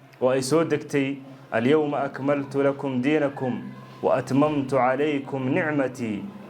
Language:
Somali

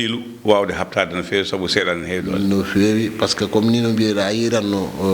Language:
Fula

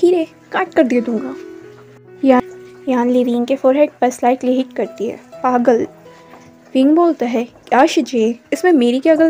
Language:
Hindi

